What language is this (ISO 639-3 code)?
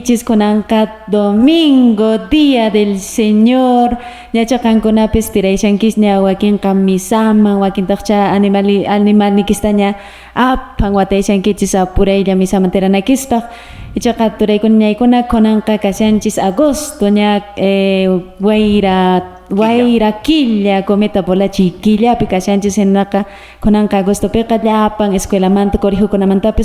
que